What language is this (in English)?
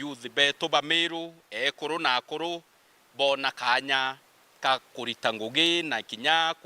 Meru